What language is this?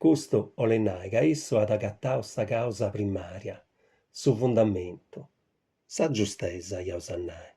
Sardinian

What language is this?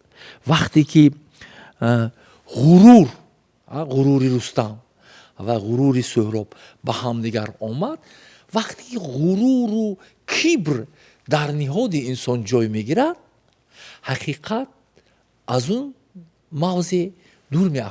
Tajik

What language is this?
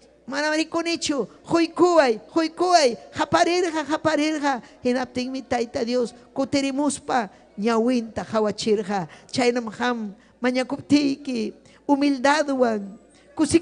Ayacucho Quechua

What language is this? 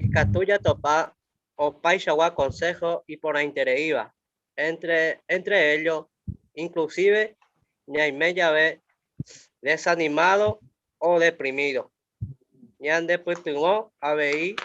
Guarani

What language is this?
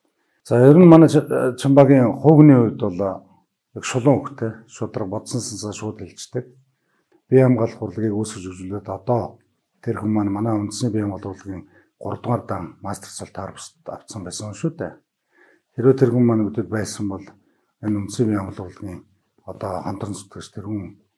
Mongolian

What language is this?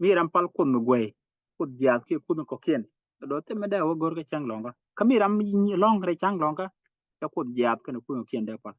Nuer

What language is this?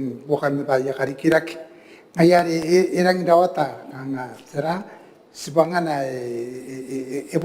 Gilbertese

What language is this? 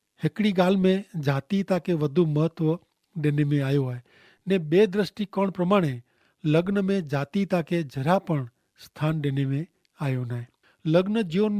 Kachhi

